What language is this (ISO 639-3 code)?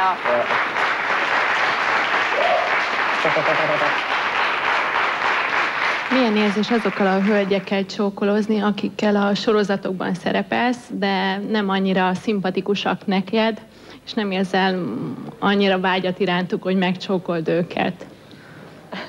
hun